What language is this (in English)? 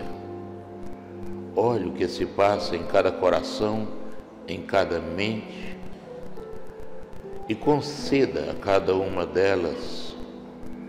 Portuguese